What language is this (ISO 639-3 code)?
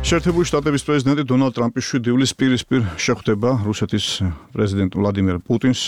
kat